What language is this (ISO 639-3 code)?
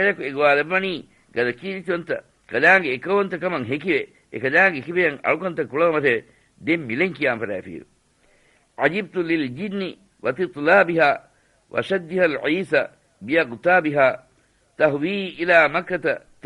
div